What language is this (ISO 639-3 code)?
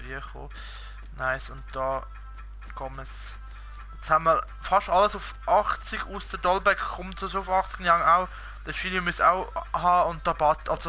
gsw